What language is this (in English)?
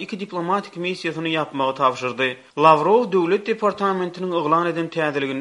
Turkmen